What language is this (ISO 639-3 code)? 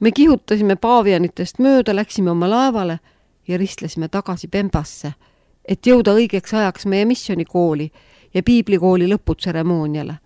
est